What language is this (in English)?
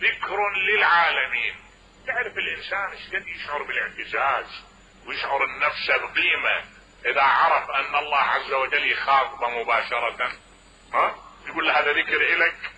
Mesopotamian Arabic